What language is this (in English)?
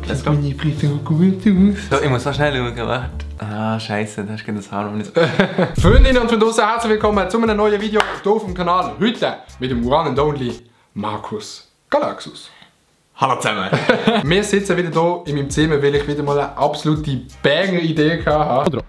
Swiss German